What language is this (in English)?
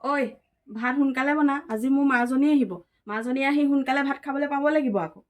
Assamese